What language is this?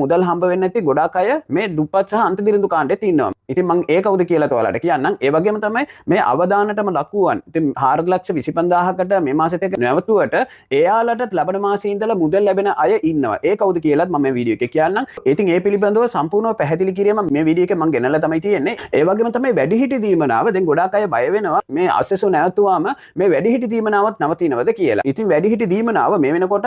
Sinhala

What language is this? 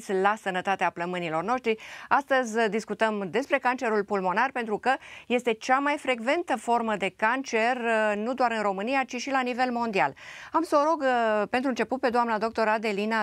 Romanian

